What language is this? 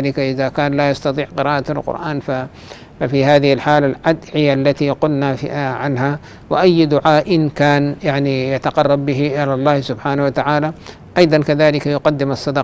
Arabic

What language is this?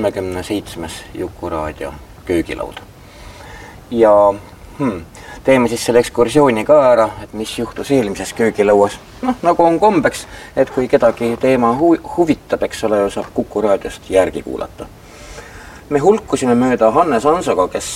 Estonian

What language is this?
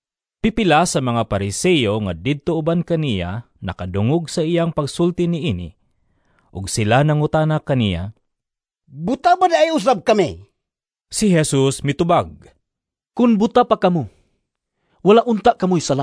Cebuano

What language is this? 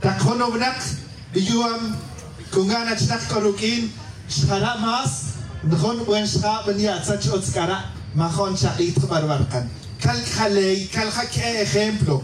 Tz'utujil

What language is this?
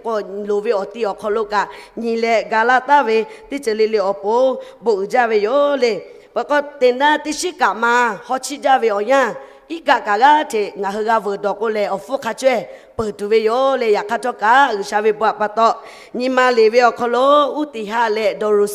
Lahu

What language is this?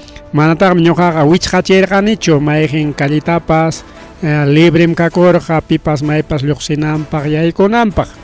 Ayacucho Quechua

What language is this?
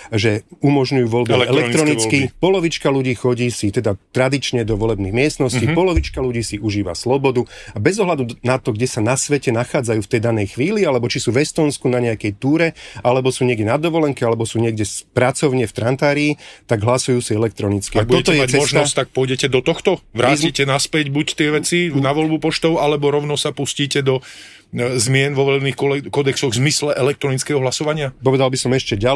Slovak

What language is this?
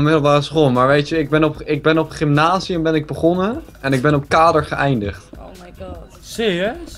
Dutch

